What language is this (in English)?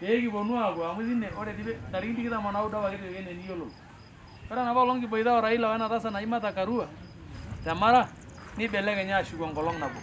Masai